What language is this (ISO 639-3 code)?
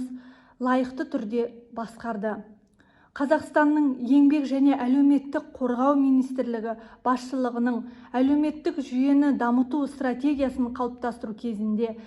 kaz